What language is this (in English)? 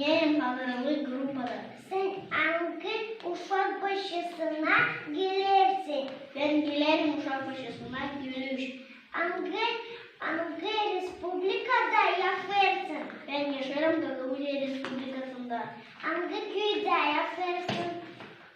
Gagauz